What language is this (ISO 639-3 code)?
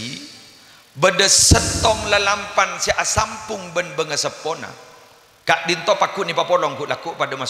mad